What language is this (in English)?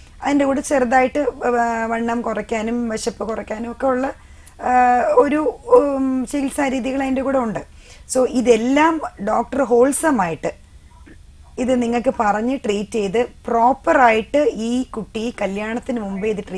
Malayalam